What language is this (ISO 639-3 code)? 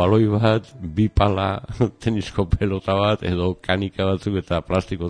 eus